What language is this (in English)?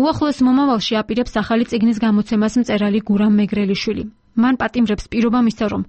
Georgian